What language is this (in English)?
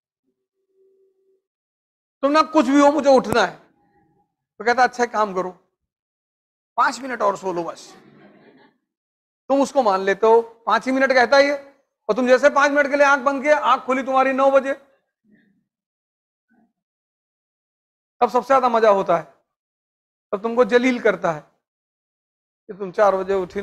Hindi